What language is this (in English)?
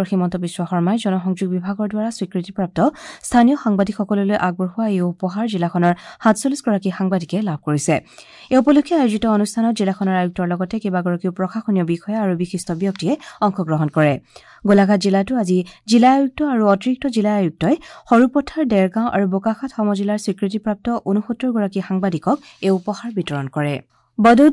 Assamese